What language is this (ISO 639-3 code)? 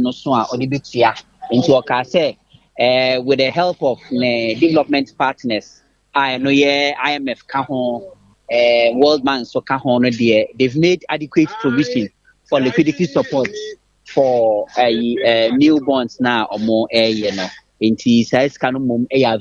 aka